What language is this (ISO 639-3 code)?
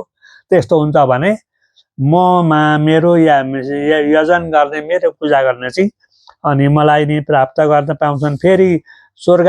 nep